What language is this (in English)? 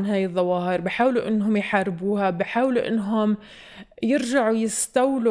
North Levantine Arabic